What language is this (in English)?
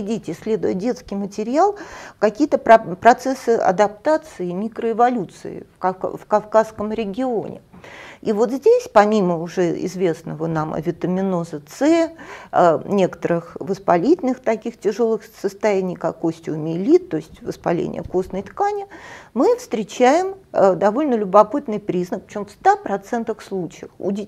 Russian